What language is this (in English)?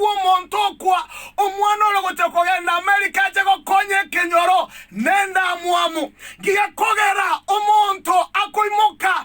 Gusii